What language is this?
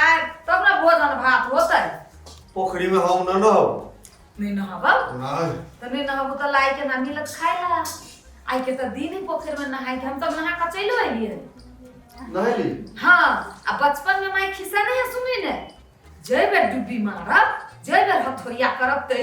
Maithili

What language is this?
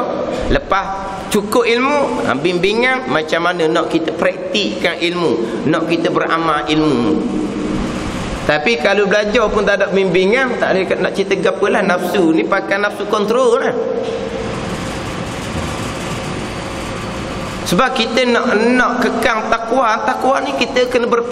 Malay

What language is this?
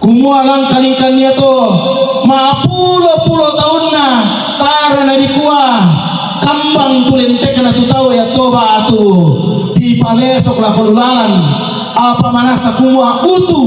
Toraja-Sa'dan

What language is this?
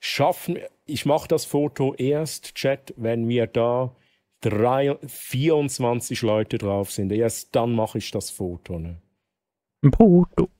Swiss German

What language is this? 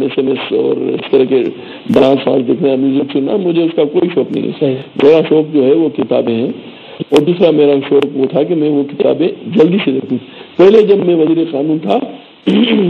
Urdu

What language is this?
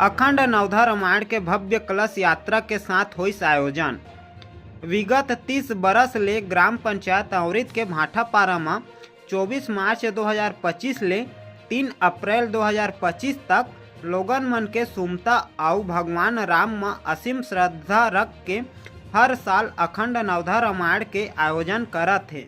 Chhattisgarhi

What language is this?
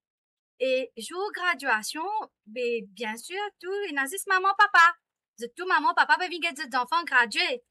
Morisyen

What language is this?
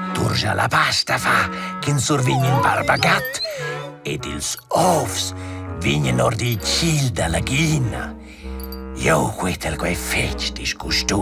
Romansh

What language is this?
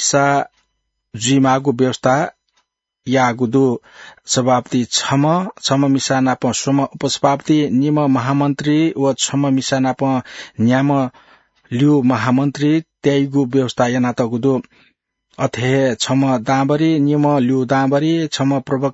Newari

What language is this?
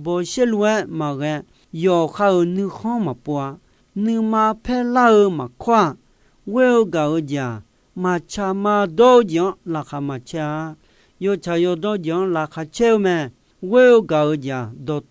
Akha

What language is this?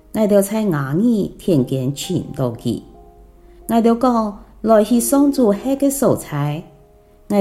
Hakka Chinese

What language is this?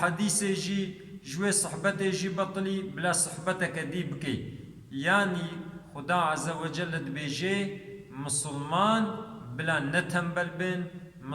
Kurdish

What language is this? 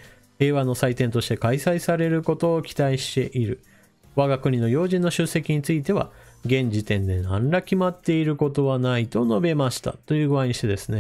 Japanese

